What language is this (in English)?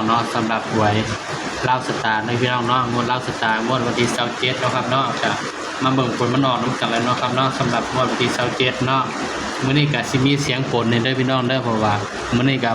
Northeastern Thai